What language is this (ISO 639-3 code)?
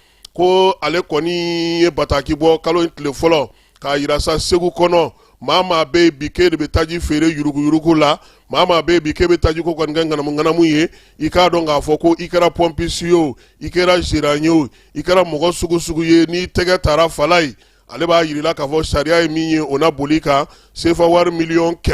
bam